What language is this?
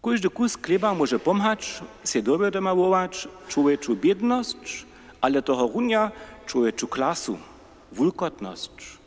Upper Sorbian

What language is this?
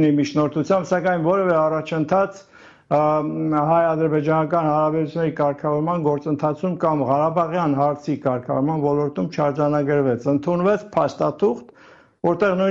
Armenian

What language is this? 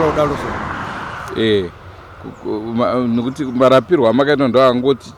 Shona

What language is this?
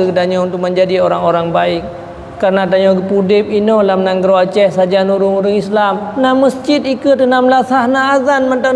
Achinese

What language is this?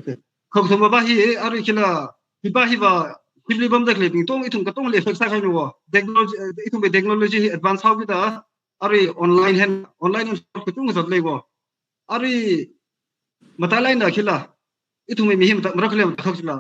Tangkhul Naga (India)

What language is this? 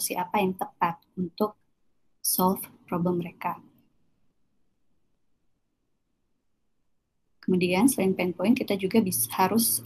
Indonesian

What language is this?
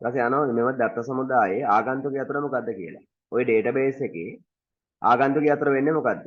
Sinhala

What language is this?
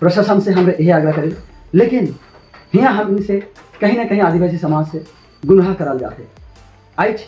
Sadri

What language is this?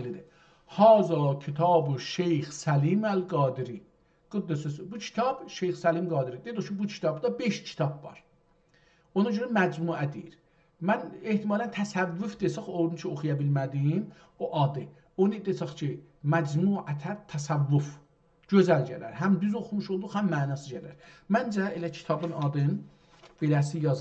South Azerbaijani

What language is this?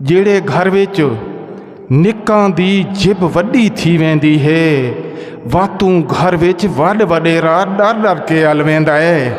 Saraiki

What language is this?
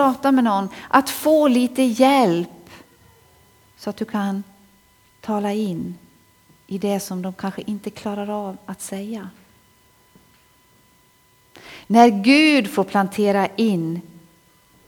Swedish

